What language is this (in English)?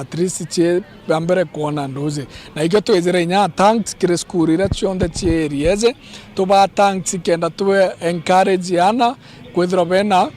Meru